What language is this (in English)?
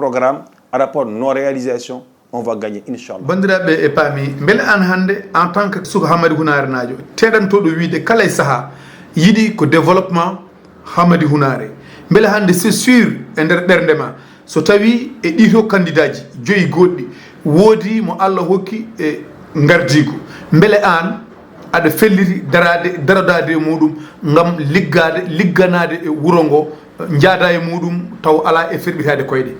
Fula